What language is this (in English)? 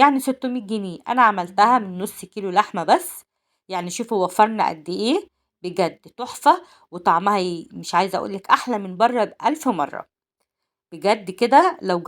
Egyptian Arabic